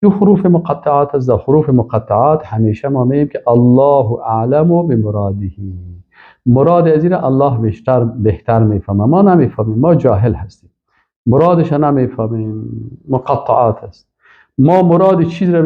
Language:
Persian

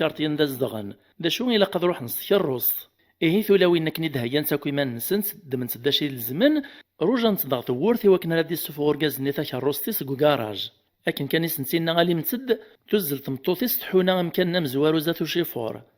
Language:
Kabyle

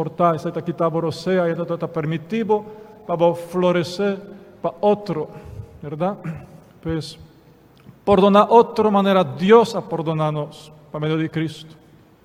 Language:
Papiamento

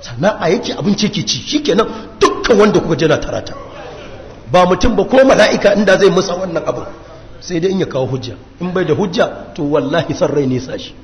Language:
Hausa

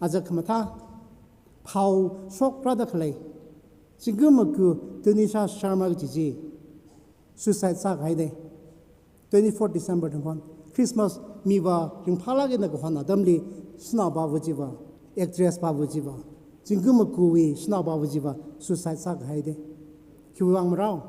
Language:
Tangkhul Naga (India)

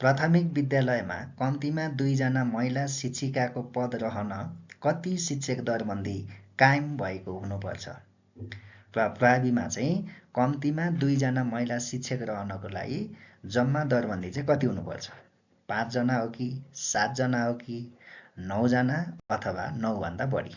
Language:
Nepali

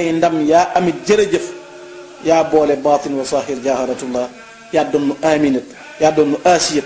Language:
Wolof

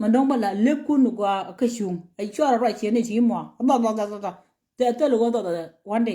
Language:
Nuer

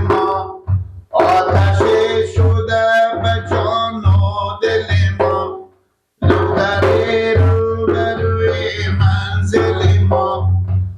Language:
Persian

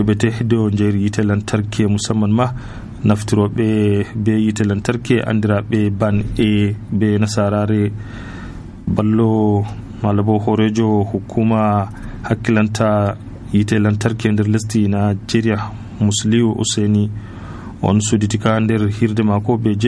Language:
Nigerian Fulfulde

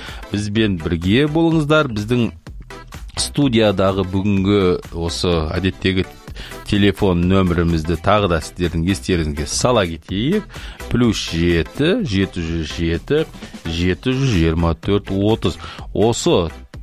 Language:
Kazakh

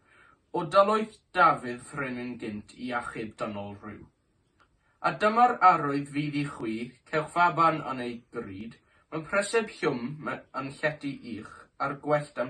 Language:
Welsh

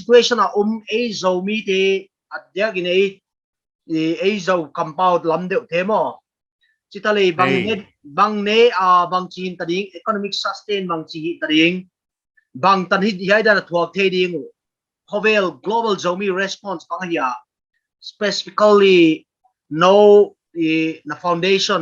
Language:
Paite Chin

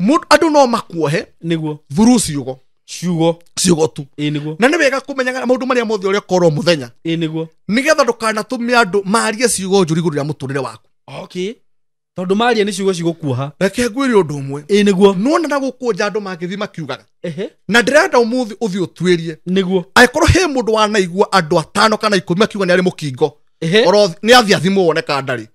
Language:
Kikuyu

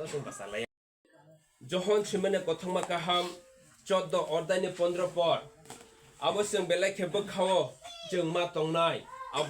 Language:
Kok Borok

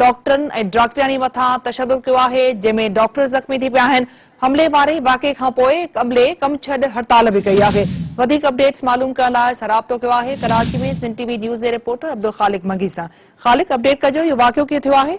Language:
Sindhi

